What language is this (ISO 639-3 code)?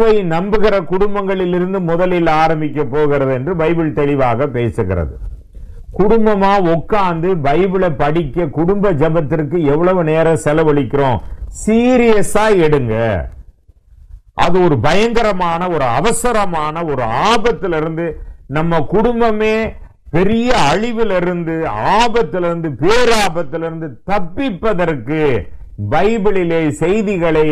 tam